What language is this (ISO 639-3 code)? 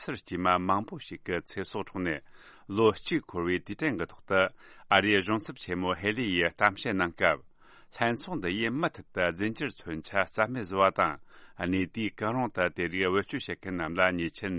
bod